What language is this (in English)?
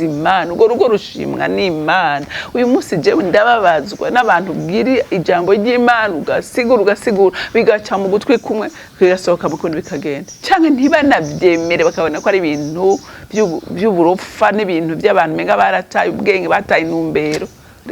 Rundi